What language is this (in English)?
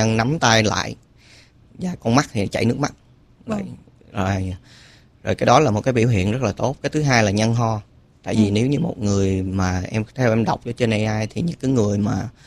Vietnamese